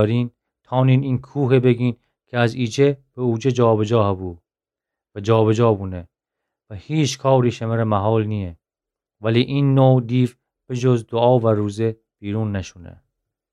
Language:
Gilaki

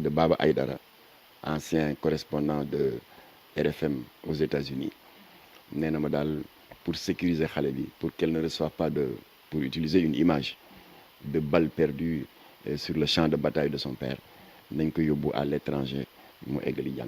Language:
Wolof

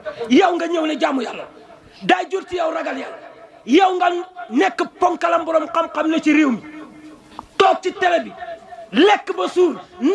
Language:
Wolof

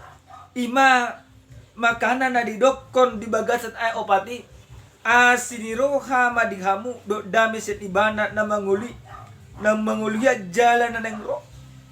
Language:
Batak Toba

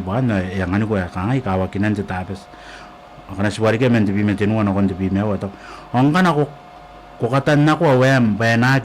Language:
Gilbertese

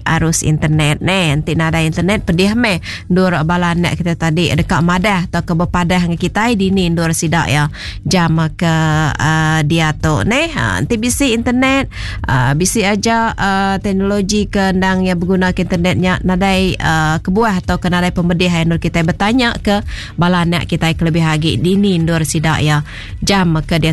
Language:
Iban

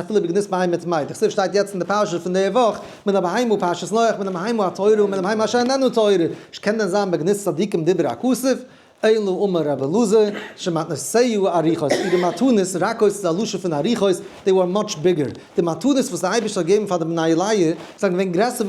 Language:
Yiddish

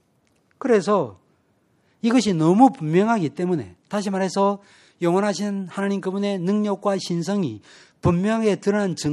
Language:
Korean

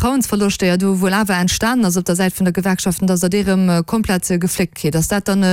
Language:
Luxembourgish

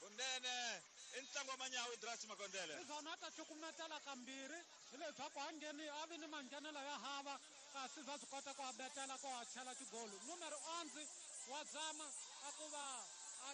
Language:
Tsonga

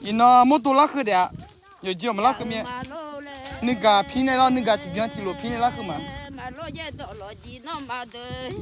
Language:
Akha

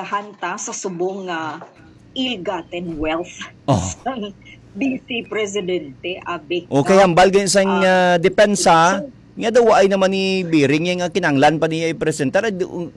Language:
Hiligaynon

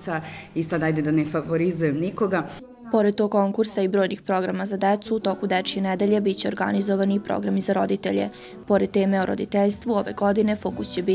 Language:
Serbian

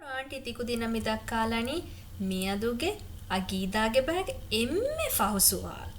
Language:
Divehi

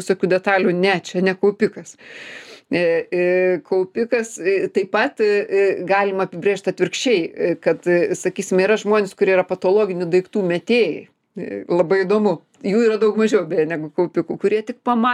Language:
Lithuanian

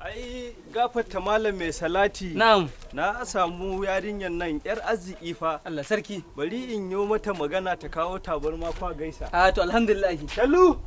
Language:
Hausa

